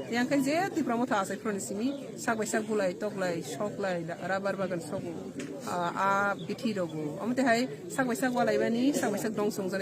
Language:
Kok Borok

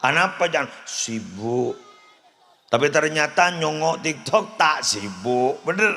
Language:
Madurese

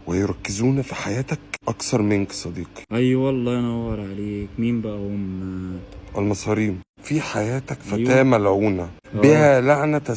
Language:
Egyptian Arabic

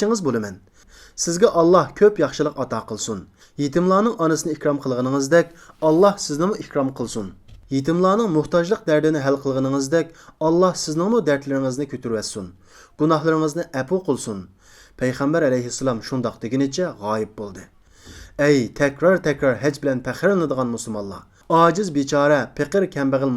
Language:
Uyghur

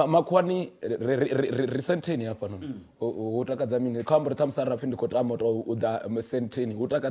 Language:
Venda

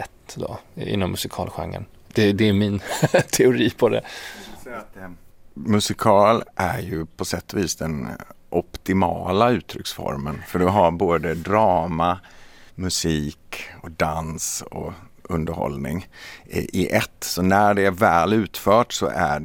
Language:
Swedish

